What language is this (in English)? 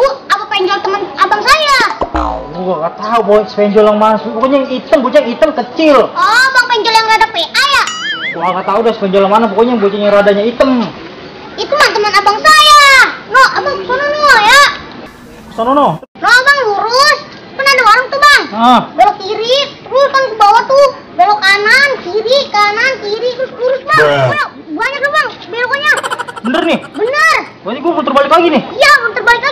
Betawi